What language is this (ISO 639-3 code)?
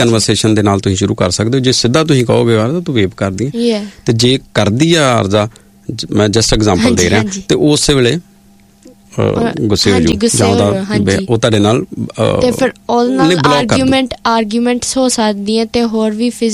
pan